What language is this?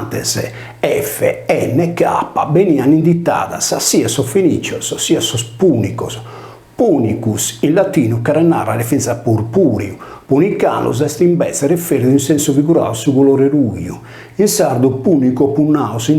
Sardinian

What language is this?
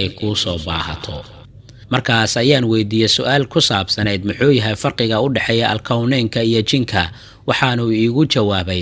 Somali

